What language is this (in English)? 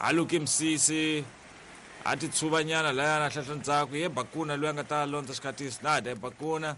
Tsonga